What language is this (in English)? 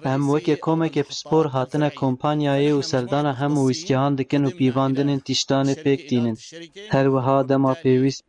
Kurdish